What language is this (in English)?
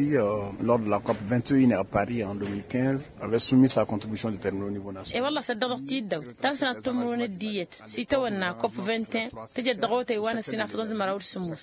Tamasheq